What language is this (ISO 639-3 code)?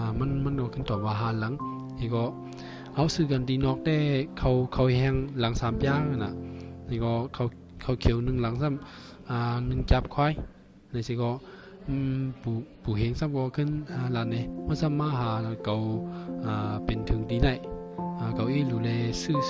shn